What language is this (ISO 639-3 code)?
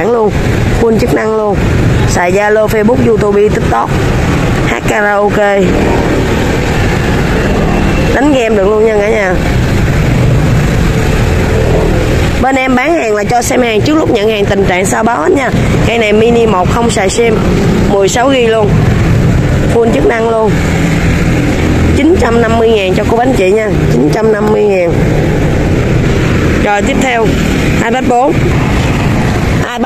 vie